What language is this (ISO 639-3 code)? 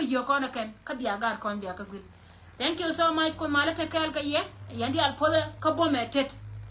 nus